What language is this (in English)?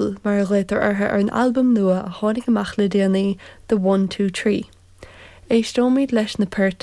Irish